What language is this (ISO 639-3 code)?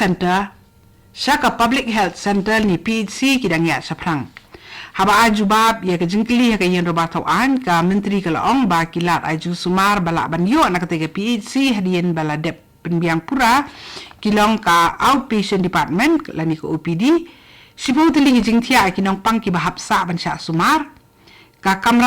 kha